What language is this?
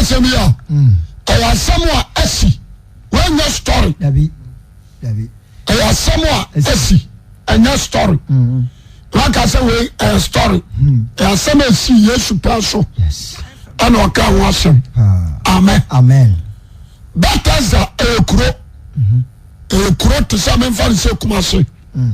Akan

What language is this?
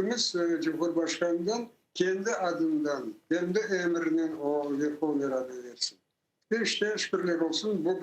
Crimean Tatar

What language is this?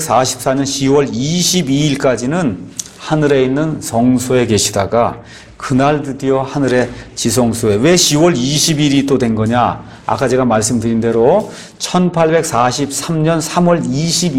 Korean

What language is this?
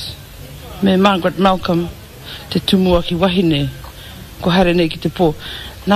Māori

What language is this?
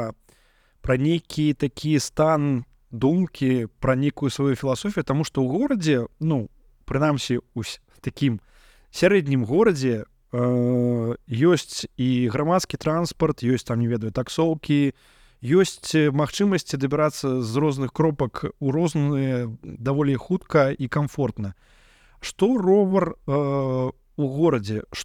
Belarusian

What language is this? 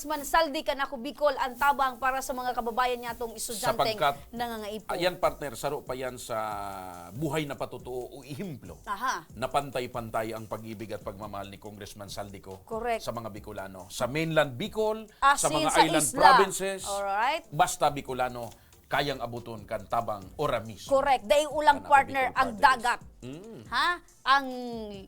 Bikol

